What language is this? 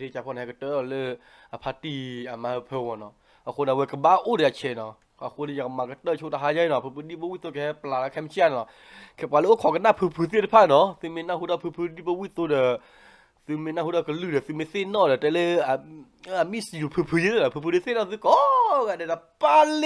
S'gaw Karen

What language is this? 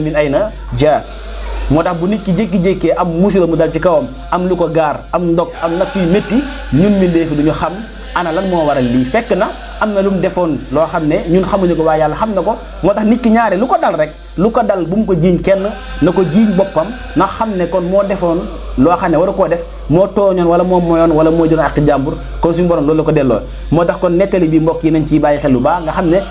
Wolof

